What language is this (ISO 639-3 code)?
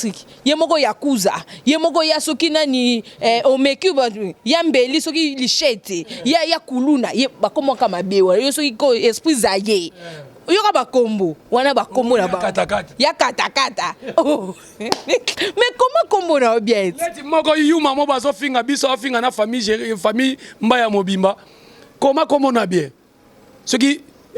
lin